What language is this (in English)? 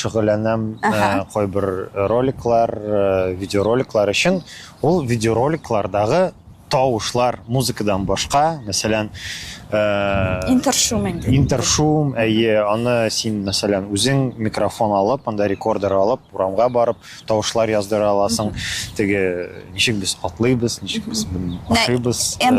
Tatar